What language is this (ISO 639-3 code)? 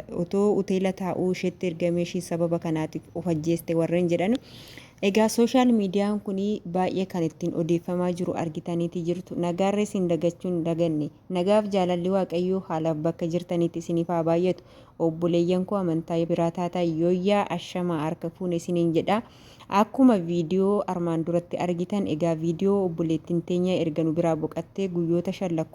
orm